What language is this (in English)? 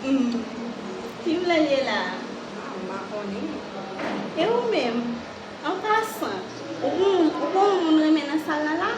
Haitian Creole